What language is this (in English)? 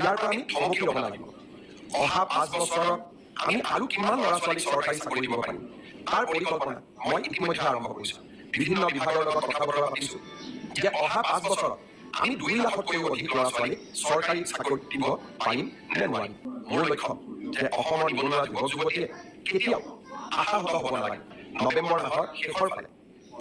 Assamese